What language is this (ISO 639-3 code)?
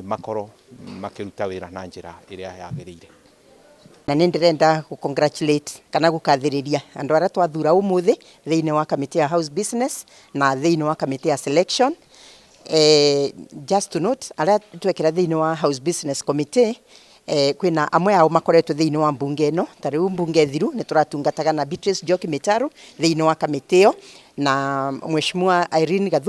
kik